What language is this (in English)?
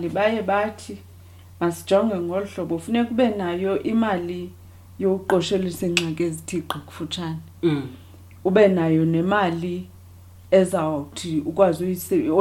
Xhosa